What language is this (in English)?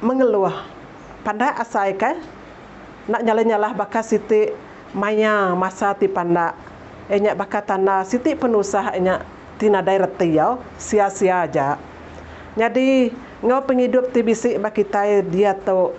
Iban